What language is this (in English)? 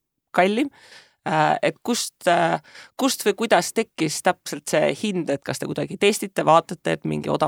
Estonian